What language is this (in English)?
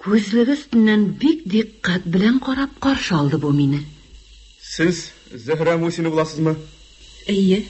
Tatar